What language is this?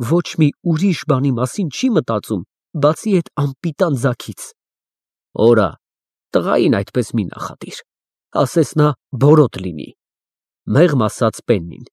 Armenian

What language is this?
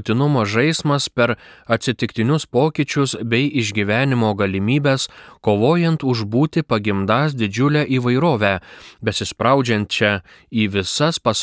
Lithuanian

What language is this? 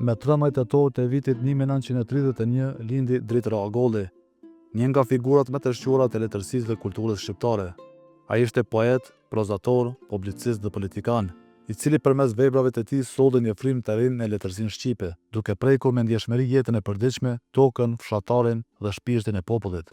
Albanian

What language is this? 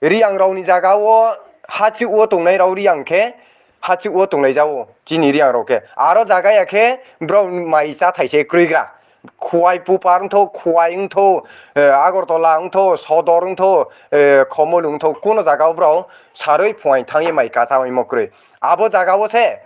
Riang (India)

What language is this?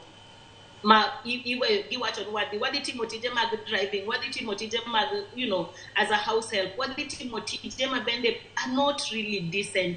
Luo (Kenya and Tanzania)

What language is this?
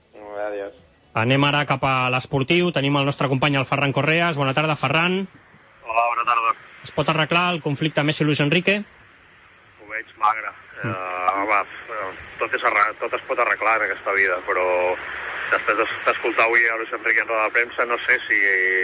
Catalan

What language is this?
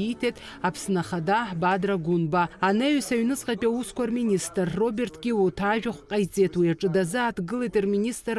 Abkhazian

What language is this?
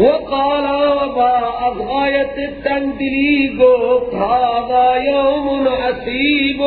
Persian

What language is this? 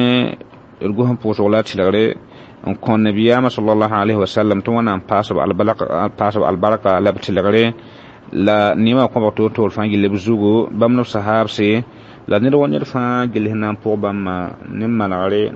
Mossi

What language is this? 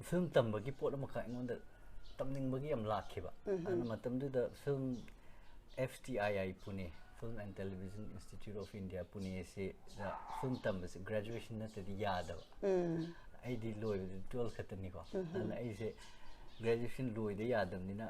Manipuri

